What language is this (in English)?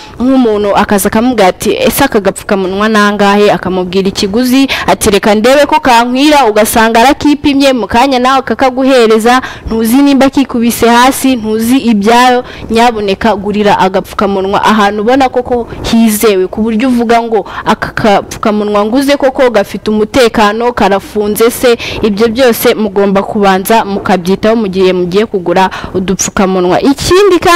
Kinyarwanda